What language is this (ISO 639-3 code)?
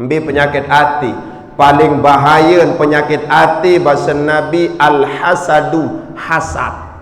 sas